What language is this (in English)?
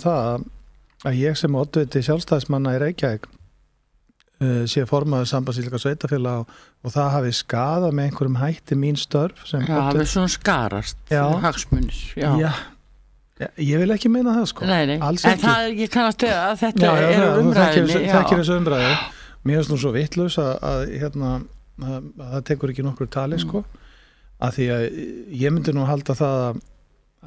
Icelandic